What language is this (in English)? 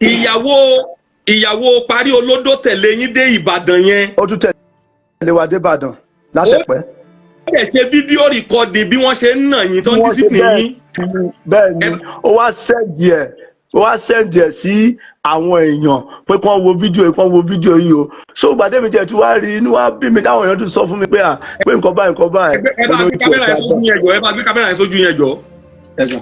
Yoruba